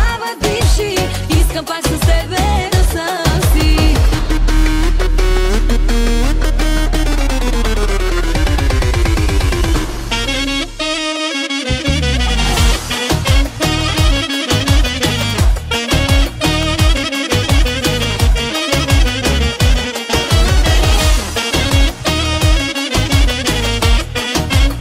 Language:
Bulgarian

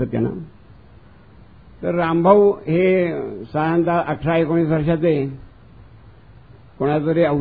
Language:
Marathi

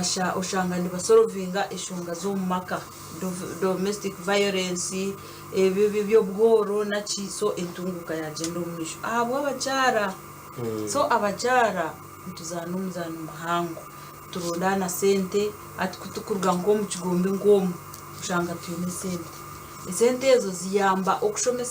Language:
Nyankole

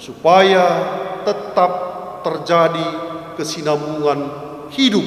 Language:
Batak Karo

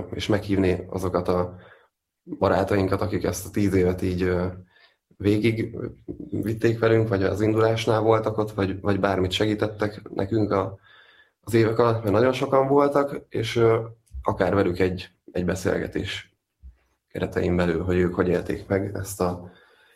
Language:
Hungarian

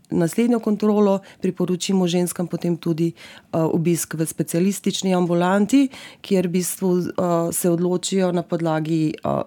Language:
Slovenian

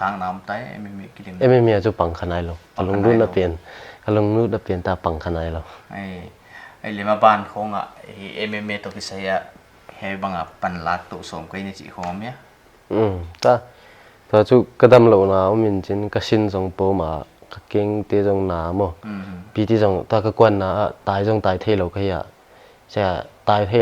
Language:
Paite Chin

